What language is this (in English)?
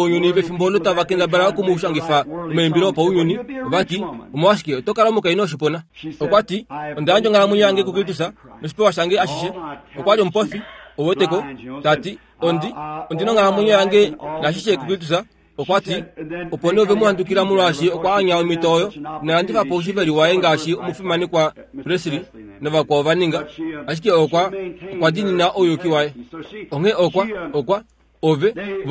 Kuanyama